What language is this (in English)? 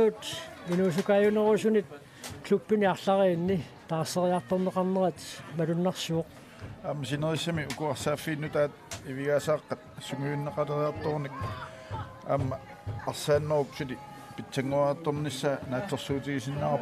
Kalaallisut